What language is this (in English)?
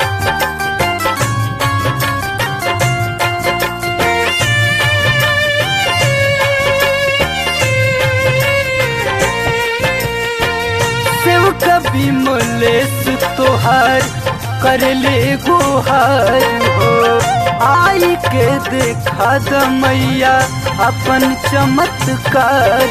Bhojpuri